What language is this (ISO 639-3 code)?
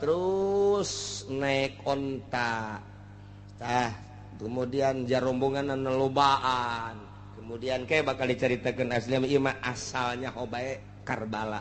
sun